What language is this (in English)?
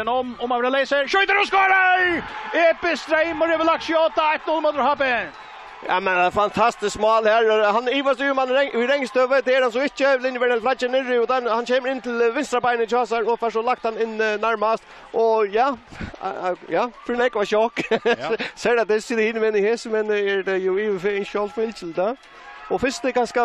Faroese